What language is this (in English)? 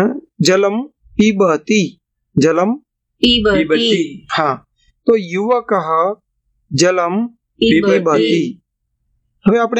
Gujarati